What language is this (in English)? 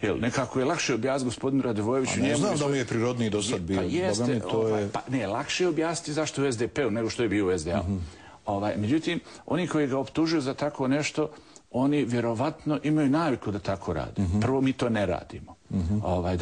Bosnian